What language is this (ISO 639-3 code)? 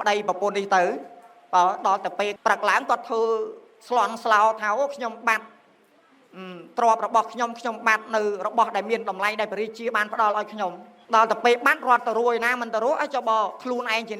khm